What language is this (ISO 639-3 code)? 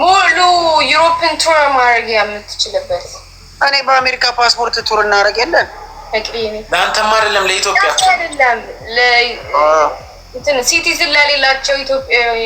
amh